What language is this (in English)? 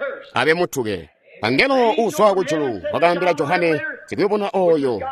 Tonga (Zambia)